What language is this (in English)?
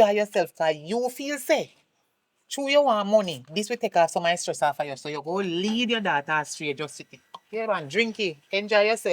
Jamaican Creole English